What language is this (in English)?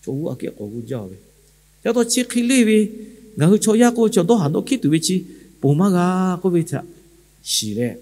Lahu